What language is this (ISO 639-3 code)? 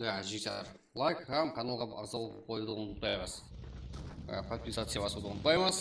kaa